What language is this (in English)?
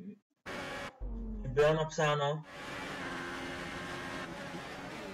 Czech